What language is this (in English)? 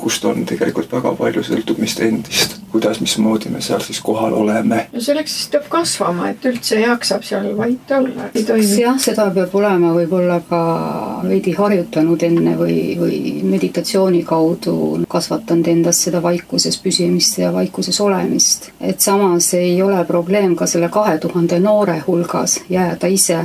Estonian